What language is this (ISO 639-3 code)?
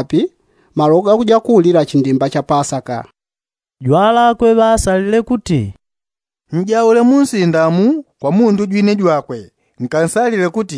yao